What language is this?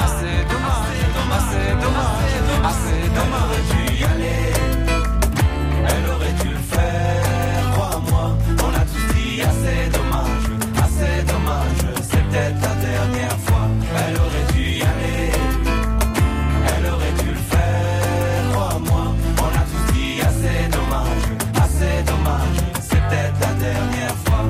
French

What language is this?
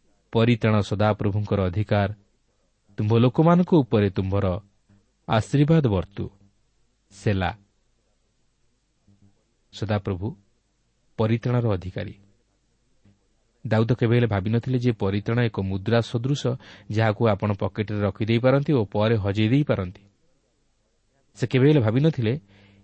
Odia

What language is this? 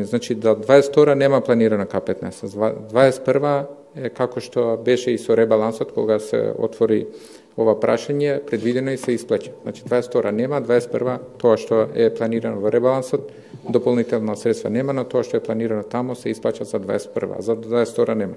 Macedonian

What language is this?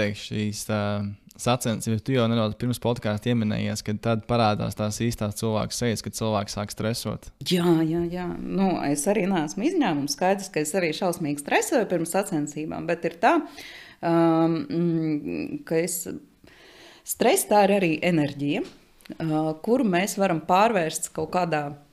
Latvian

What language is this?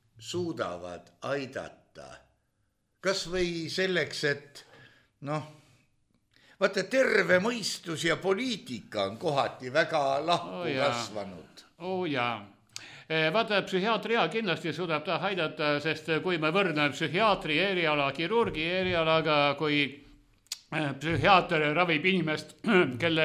Estonian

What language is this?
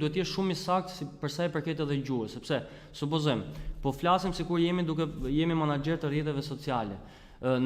Albanian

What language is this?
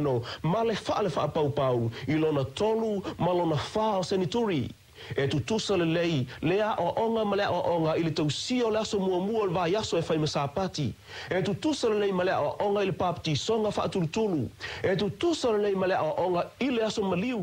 Samoan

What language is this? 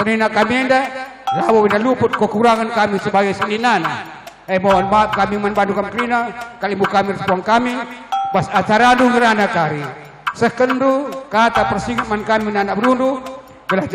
Batak Karo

